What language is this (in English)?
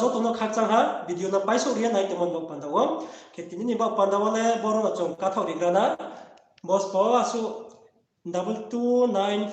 Riang (India)